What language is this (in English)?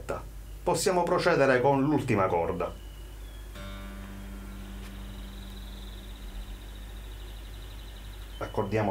Italian